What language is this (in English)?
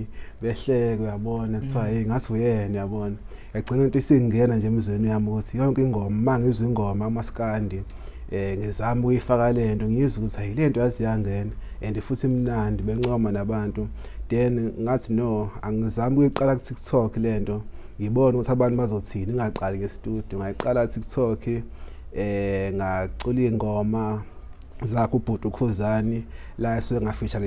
Zulu